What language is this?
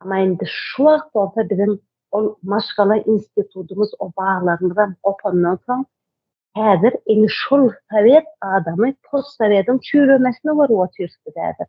Turkmen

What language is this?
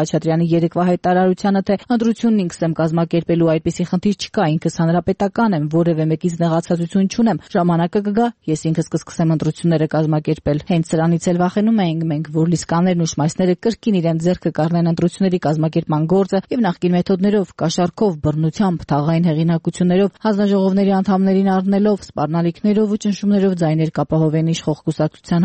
Armenian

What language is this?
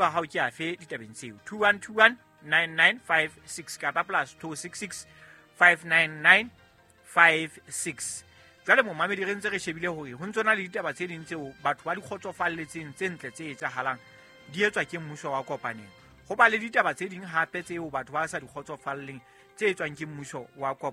Southern Sotho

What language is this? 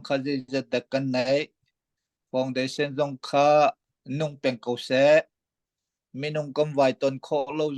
Hakha Chin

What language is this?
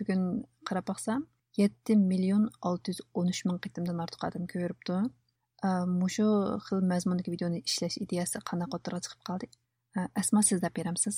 Uyghur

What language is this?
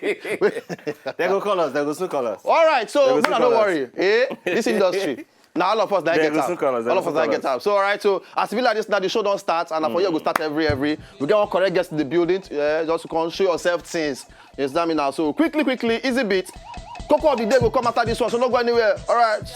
Nigerian Pidgin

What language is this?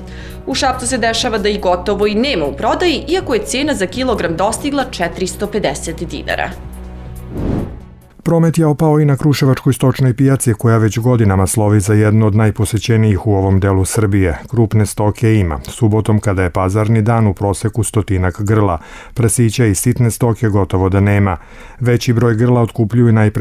Serbian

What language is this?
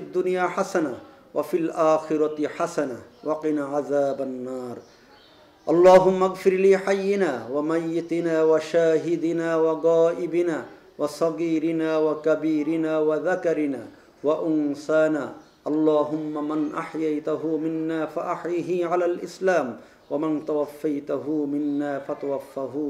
Bangla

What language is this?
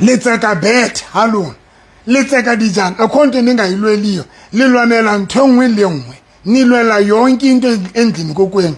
Southern Sotho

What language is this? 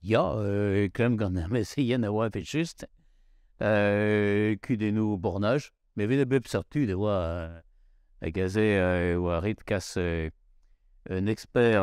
Breton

